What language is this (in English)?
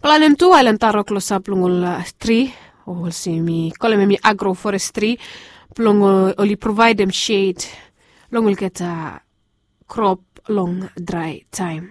Bislama